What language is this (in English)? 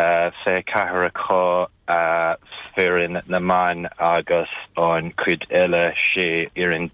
Irish